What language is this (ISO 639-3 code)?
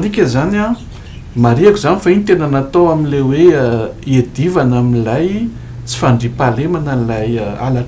mlg